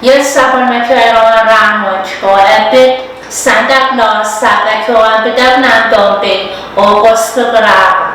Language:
Pohnpeian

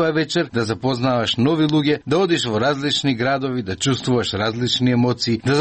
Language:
Macedonian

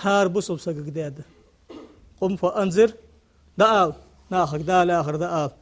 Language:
Ingush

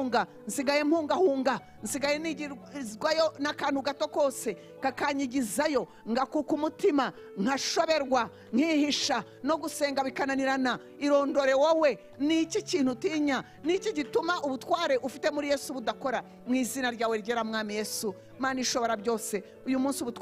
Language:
Kinyarwanda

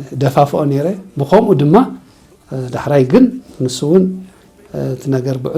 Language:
Tigrinya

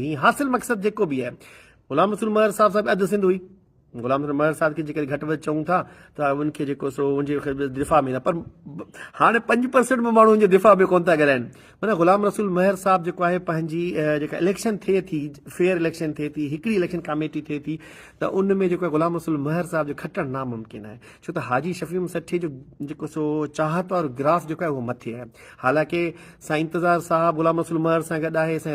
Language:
Sindhi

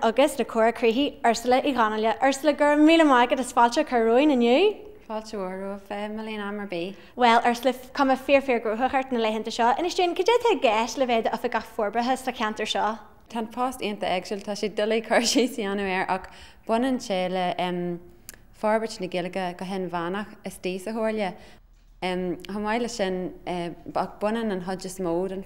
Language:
Irish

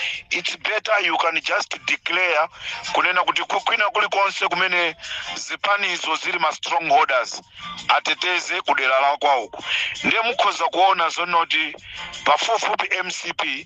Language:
Nyanja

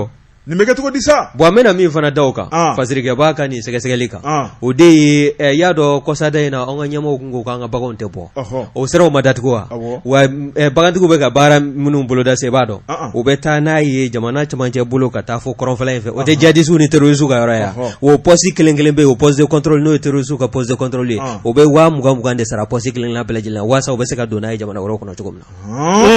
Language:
Bambara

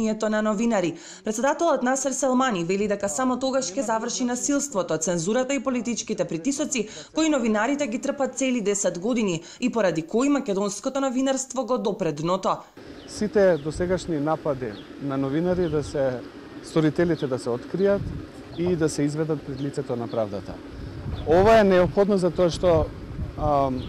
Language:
Macedonian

